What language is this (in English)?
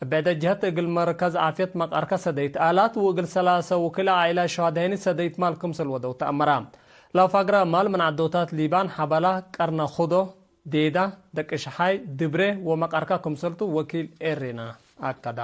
Tigre